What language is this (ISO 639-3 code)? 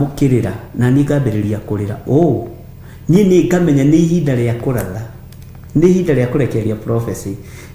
kik